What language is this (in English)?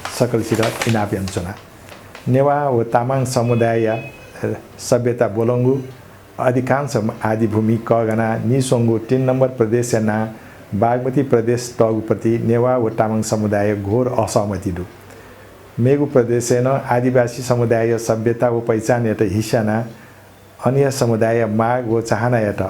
Newari